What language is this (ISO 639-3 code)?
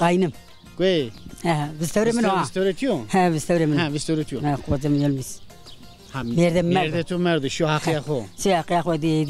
zza